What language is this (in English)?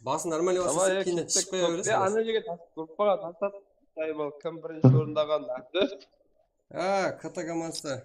Kara-Kalpak